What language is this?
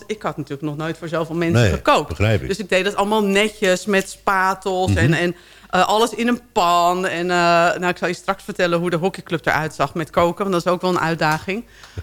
Dutch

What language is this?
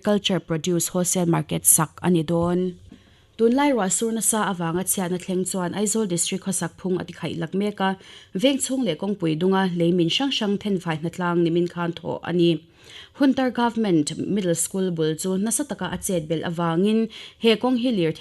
Mizo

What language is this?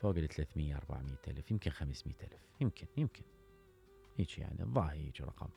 Mesopotamian Arabic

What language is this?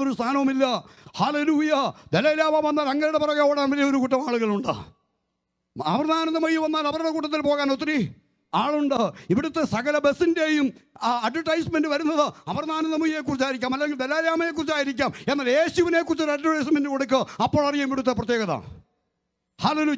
Malayalam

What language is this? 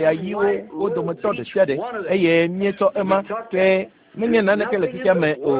Ewe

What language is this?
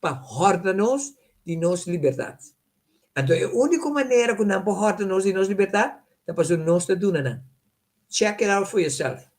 Papiamento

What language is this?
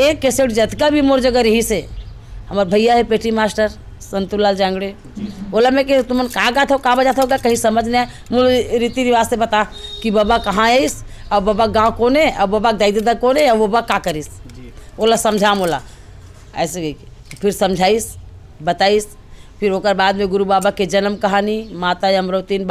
Chhattisgarhi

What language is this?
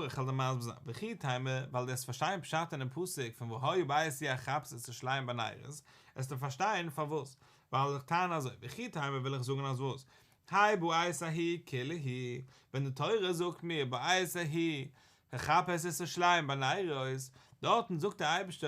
Yiddish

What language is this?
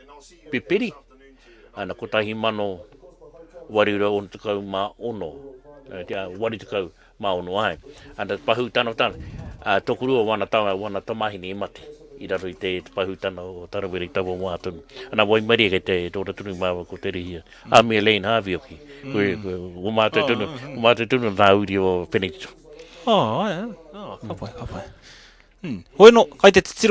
Māori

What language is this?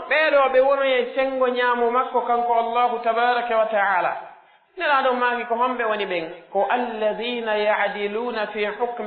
Pular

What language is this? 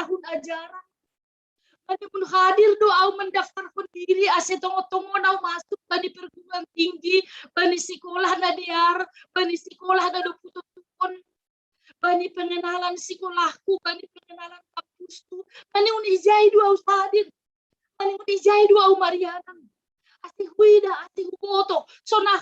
Batak Simalungun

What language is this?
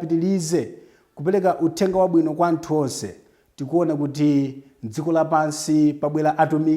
Nyanja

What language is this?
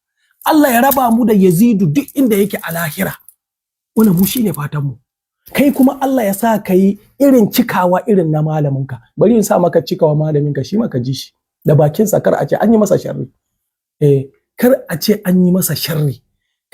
Hausa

